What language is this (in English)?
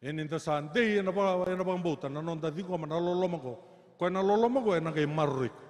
Fijian